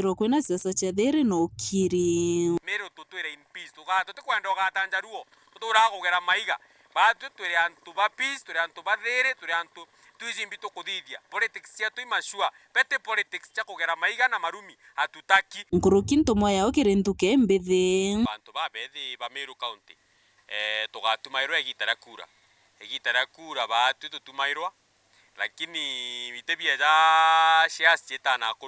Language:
Meru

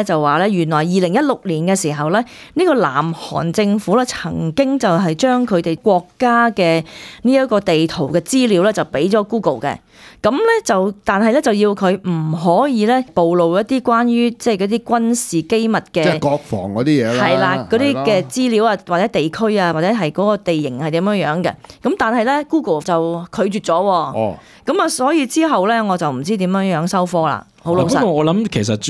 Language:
Cantonese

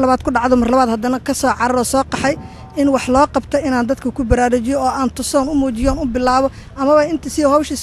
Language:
Somali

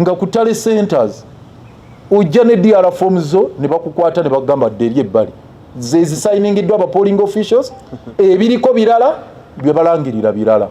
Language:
Ganda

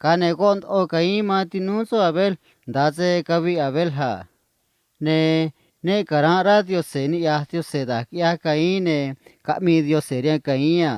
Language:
Copala Triqui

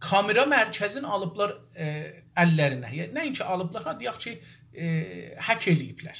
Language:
South Azerbaijani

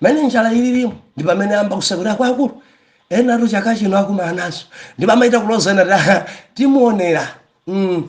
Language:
Nyanja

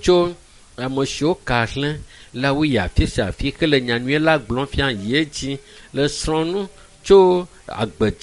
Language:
Ewe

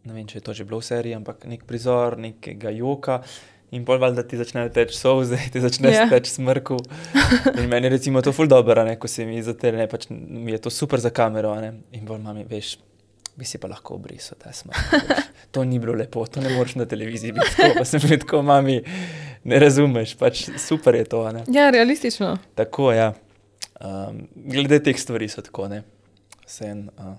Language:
Slovenian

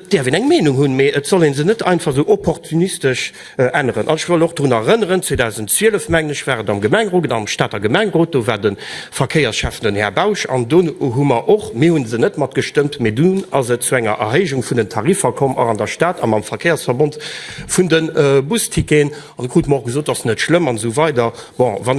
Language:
Luxembourgish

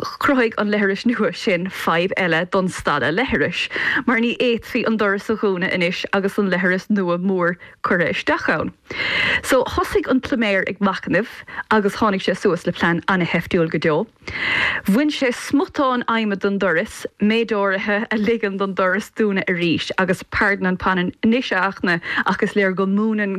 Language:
Irish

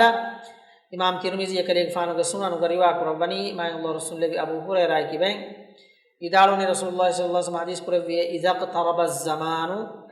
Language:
Divehi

